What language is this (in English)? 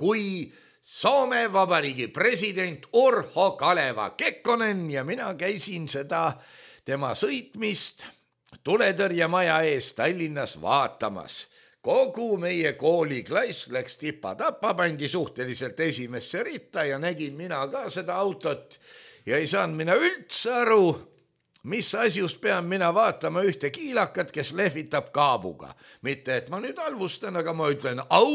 Estonian